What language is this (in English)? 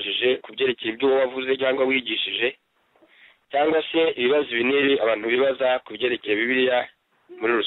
Kinyarwanda